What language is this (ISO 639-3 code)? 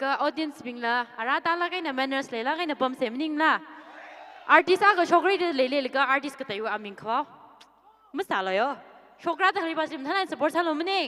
nmf